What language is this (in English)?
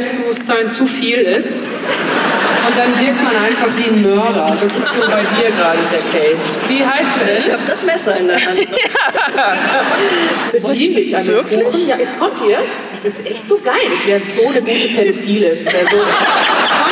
German